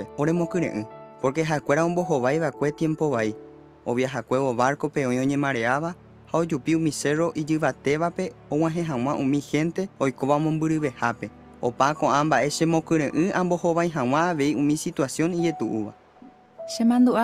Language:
Guarani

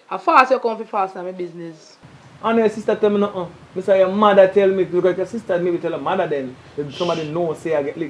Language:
Jamaican Creole English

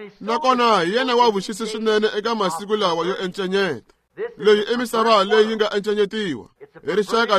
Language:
Tsonga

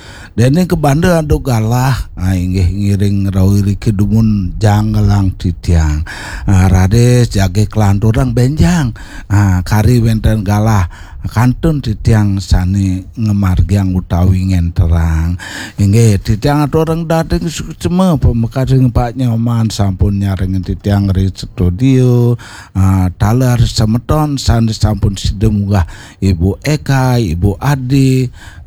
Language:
Balinese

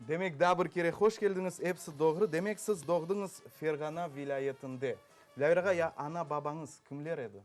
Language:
Crimean Tatar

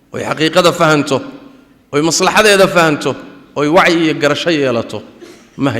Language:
Somali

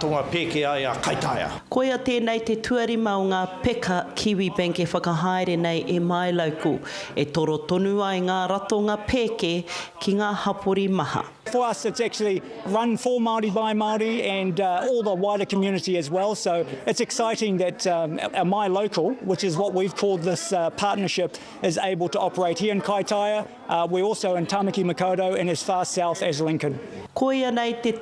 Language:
Māori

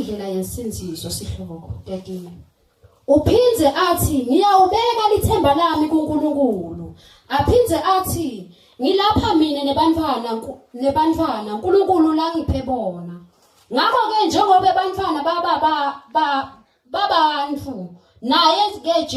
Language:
Zulu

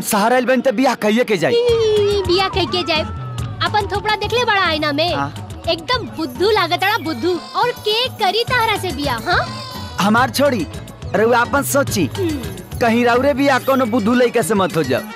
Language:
Bhojpuri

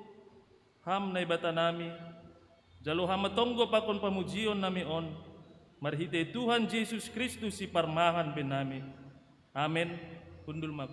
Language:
Batak Simalungun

